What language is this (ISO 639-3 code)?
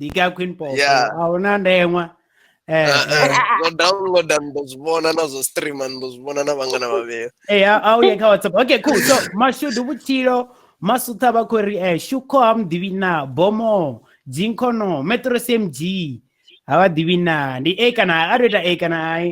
ven